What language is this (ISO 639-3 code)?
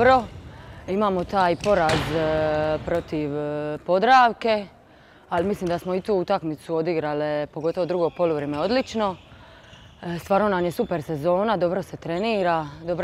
hrv